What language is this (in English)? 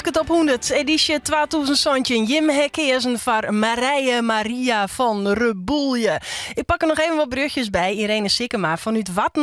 Western Frisian